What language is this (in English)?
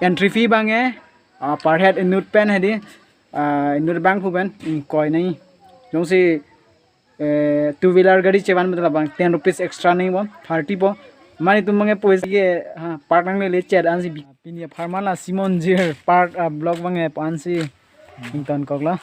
Karbi